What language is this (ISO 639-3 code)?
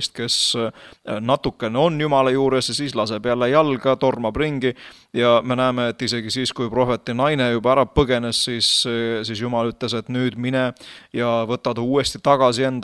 est